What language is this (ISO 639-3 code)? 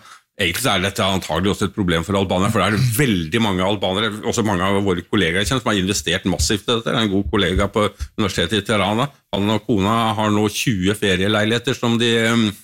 nor